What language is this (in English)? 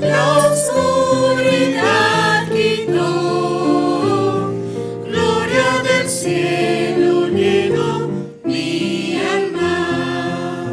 Aymara